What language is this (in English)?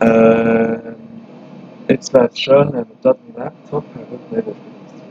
Swiss German